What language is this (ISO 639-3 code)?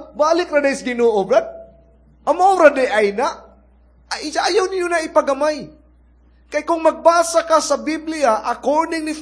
ceb